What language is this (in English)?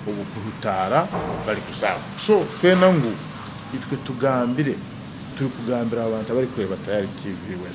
Nyankole